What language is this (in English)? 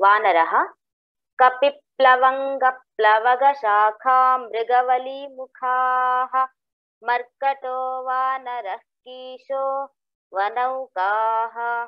Sanskrit